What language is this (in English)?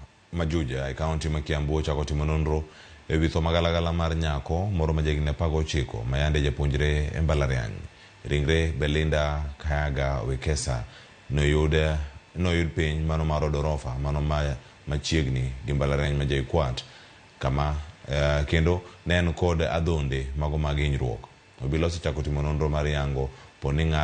Luo (Kenya and Tanzania)